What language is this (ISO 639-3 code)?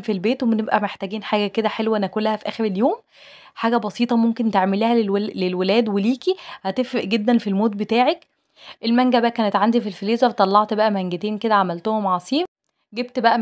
arz